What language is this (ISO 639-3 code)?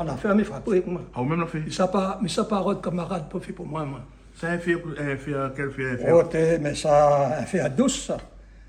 rcf